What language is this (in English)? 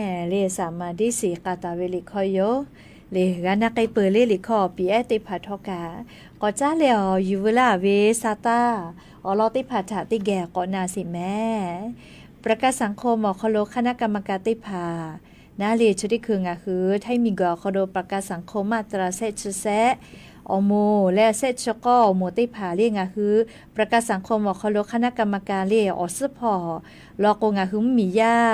Lahu